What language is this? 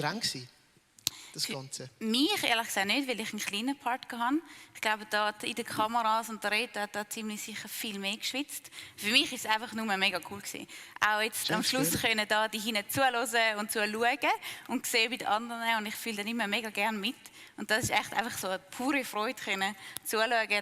Swiss German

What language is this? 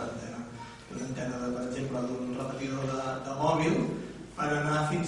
Catalan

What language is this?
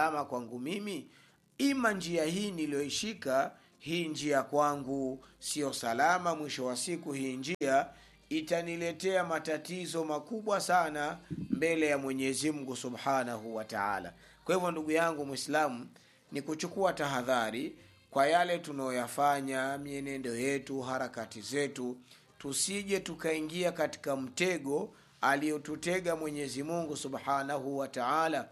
Swahili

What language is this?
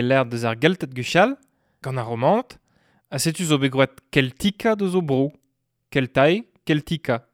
Breton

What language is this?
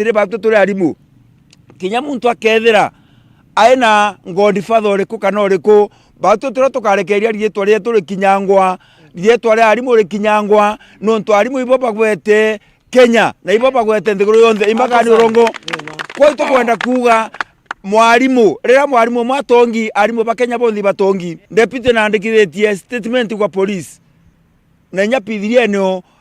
Meru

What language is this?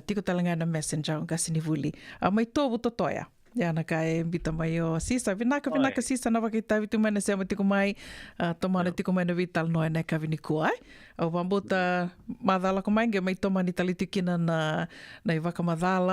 Fijian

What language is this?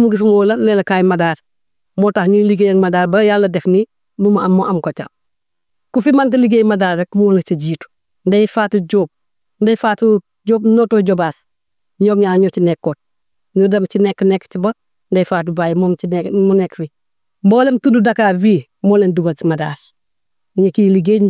Wolof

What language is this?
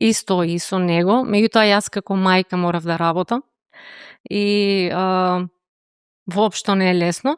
Macedonian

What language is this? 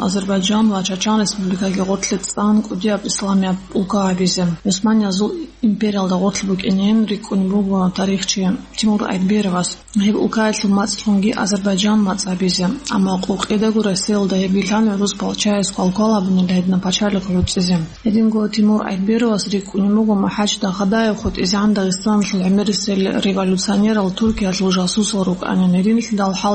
Avaric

